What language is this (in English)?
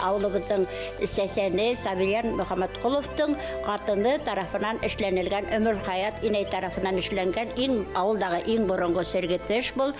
Bashkir